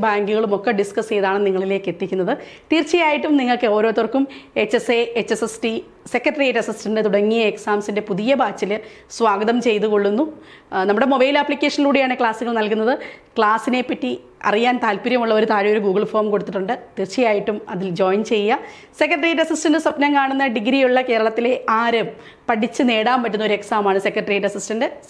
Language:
Malayalam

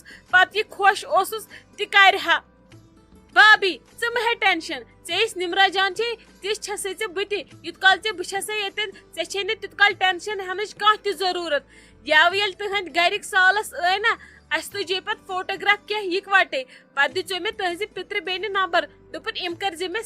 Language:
Kashmiri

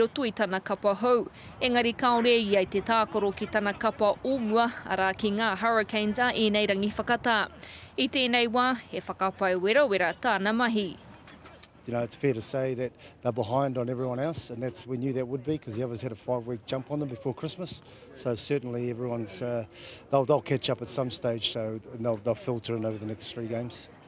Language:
Māori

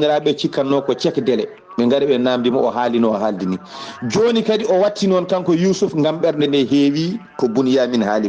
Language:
Fula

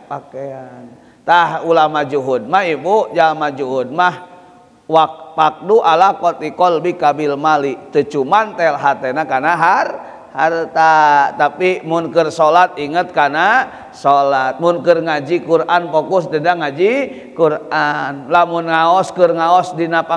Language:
Sundanese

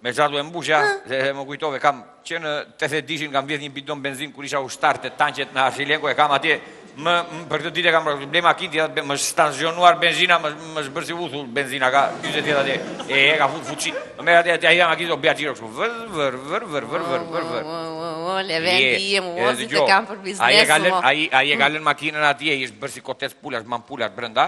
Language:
Albanian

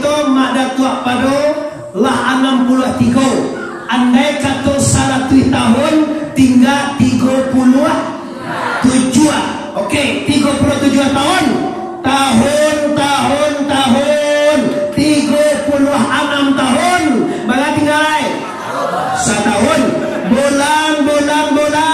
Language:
Minangkabau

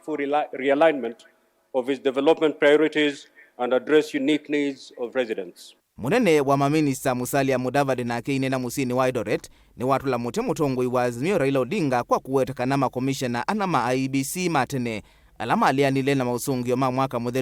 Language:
Kamba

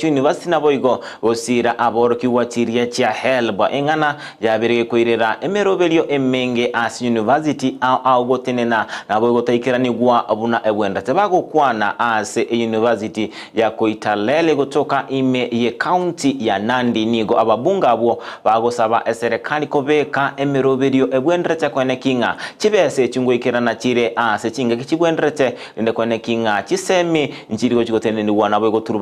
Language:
Gusii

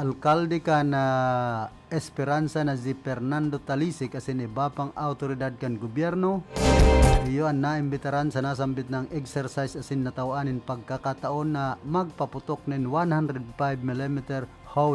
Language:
Bikol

